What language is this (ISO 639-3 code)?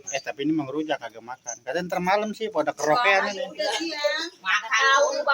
bew